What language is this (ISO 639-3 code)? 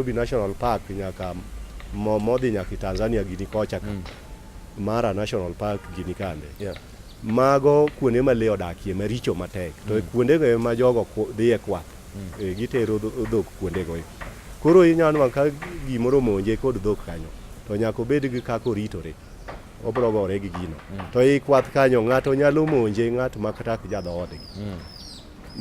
luo